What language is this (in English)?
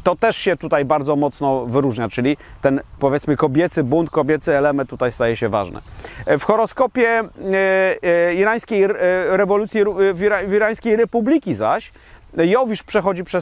Polish